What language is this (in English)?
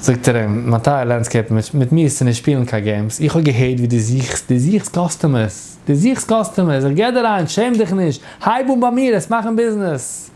Yiddish